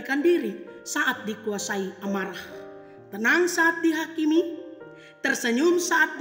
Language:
Batak Simalungun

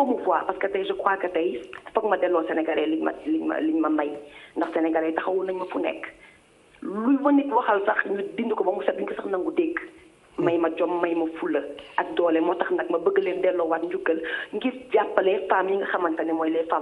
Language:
Wolof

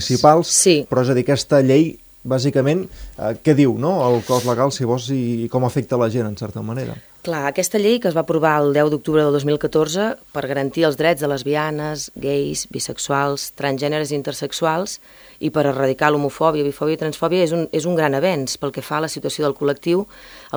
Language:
Catalan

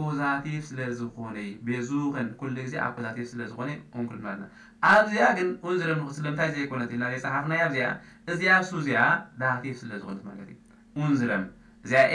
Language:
Tigrinya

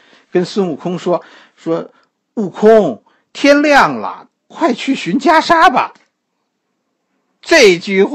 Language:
Chinese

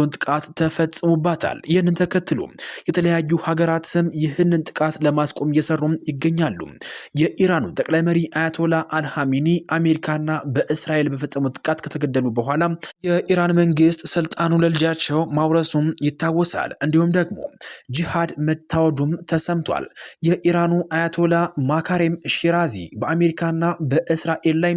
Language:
Amharic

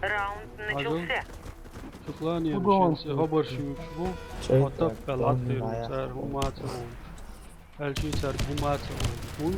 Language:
Chechen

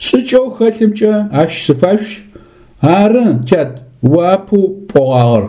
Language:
Adyghe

